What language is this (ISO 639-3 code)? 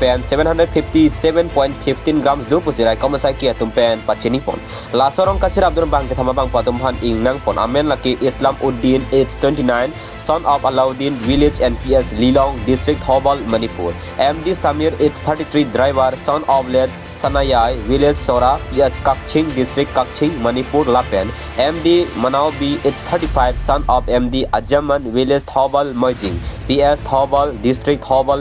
mjw